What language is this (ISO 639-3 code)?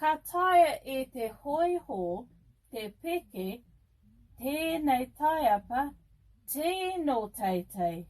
mri